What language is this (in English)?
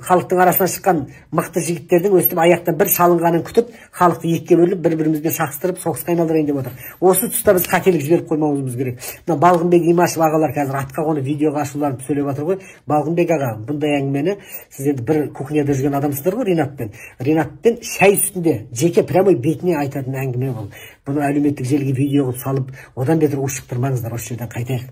Kazakh